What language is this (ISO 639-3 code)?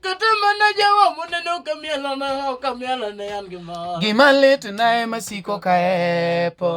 luo